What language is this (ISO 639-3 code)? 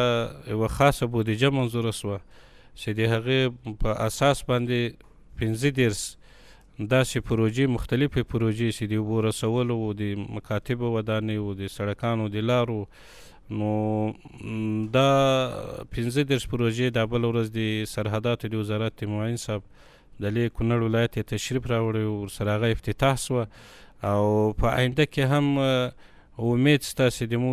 pus